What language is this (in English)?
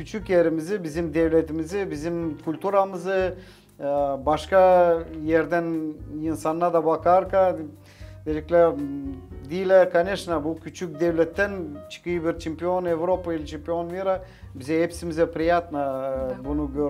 Gagauz